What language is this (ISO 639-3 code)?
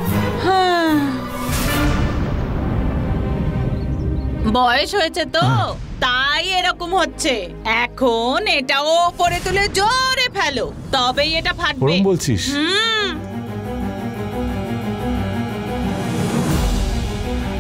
ben